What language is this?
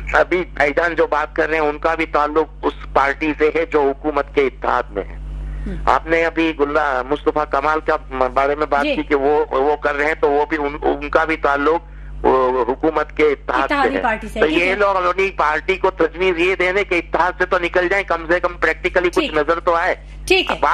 Urdu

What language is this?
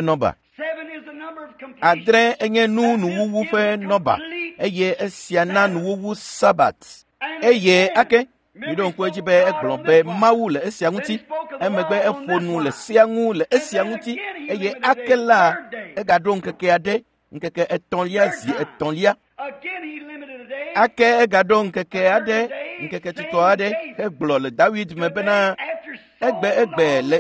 Ewe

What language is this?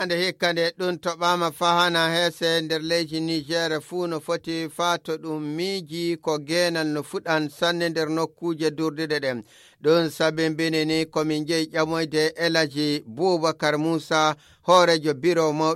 Nigerian Fulfulde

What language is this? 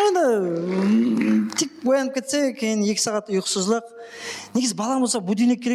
Kara-Kalpak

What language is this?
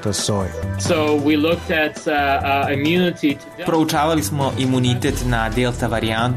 Croatian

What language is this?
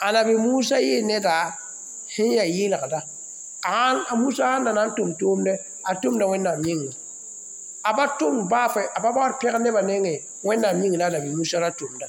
Mossi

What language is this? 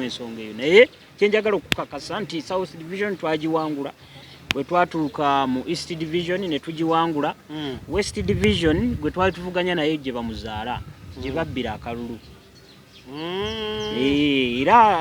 Ganda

